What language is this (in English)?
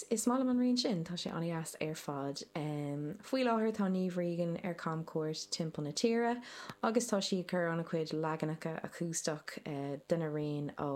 Irish